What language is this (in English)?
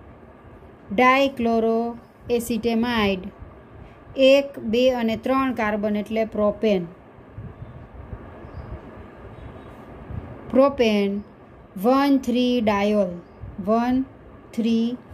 Gujarati